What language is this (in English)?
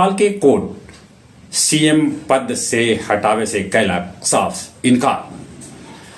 Magahi